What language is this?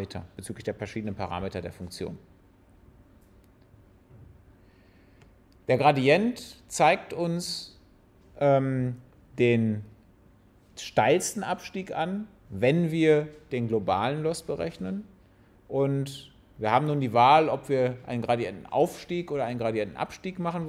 German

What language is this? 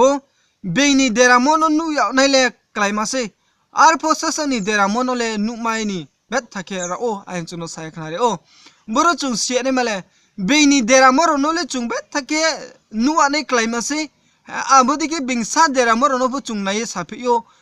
Riang (India)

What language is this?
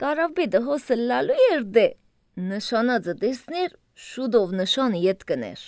Armenian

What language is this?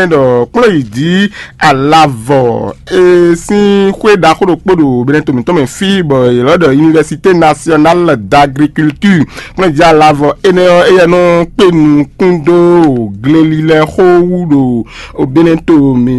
Fon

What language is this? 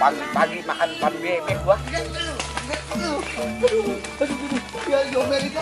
Betawi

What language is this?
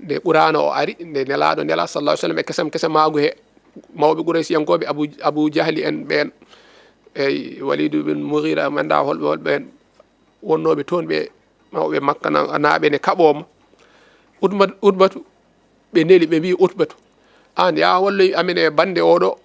Fula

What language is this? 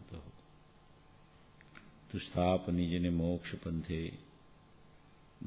Gujarati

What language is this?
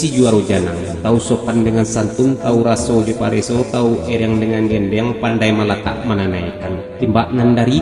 Minangkabau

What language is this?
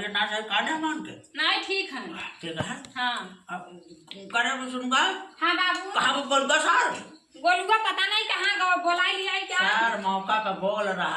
Awadhi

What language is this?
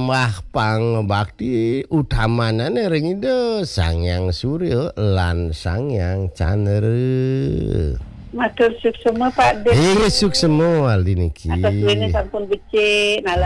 Balinese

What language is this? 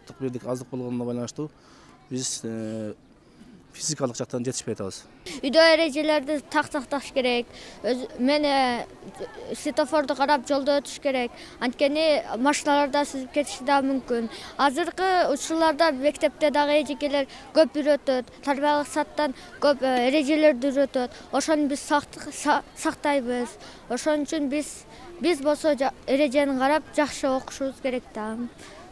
Kyrgyz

